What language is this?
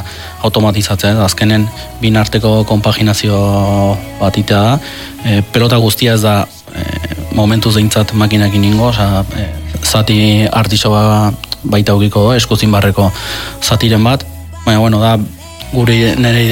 Basque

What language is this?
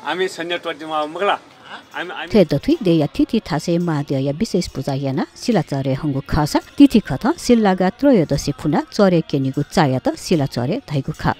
Newari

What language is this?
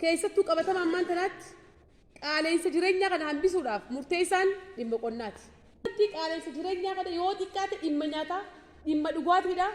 Oromo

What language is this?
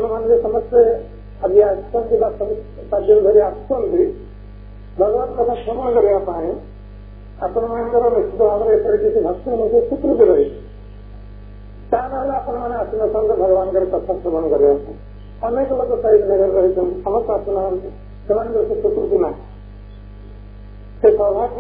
Odia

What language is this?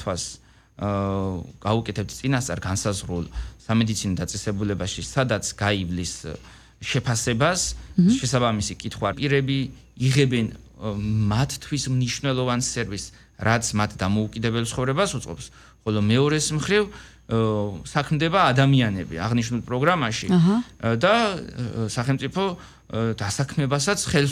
Georgian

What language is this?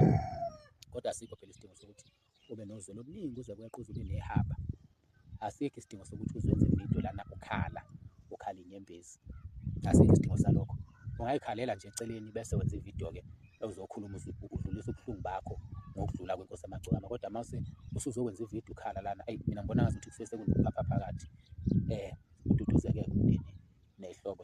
Zulu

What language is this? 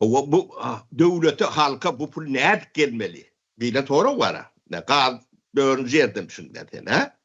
Turkmen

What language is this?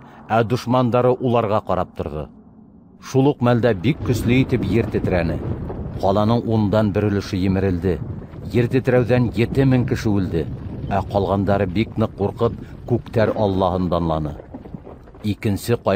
Bashkir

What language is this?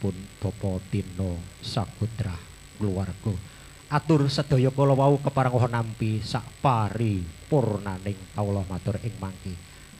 Javanese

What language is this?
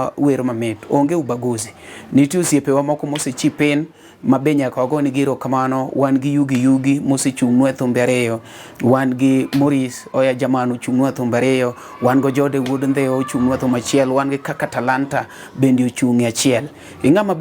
Luo (Kenya and Tanzania)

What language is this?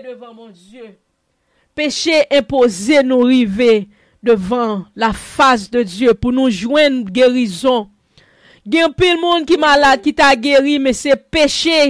Haitian Creole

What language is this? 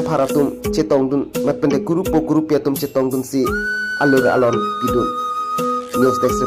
Karbi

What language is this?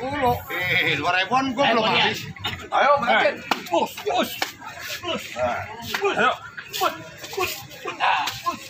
Betawi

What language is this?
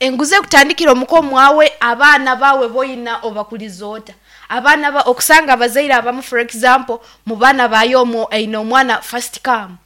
Nyankole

